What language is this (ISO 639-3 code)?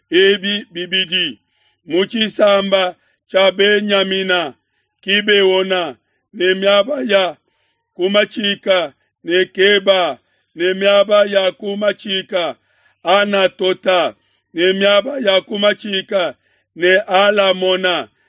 lua